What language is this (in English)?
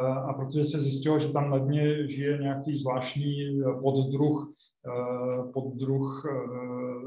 Czech